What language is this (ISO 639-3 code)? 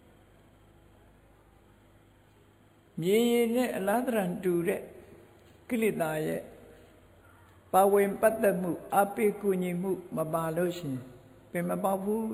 mya